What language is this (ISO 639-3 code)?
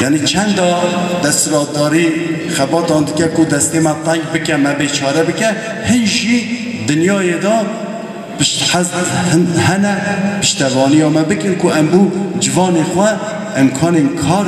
kur